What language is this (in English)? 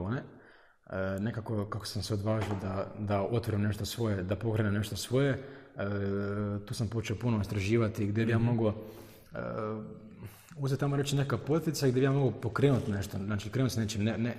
Croatian